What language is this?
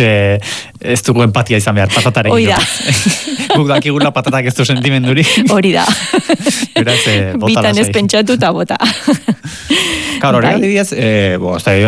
Basque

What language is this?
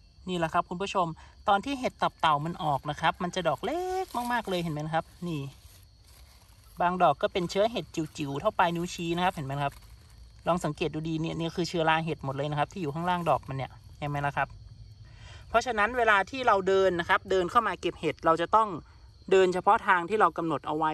Thai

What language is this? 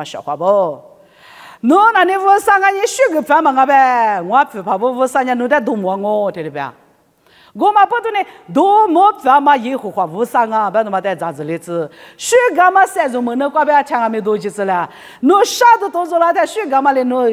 Lisu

